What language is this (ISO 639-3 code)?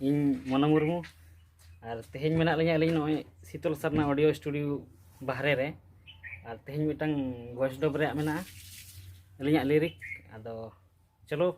sat